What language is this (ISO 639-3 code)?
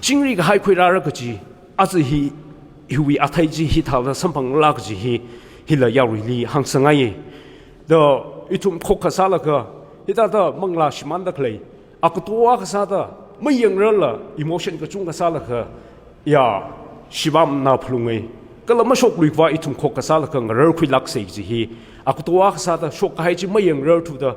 nmf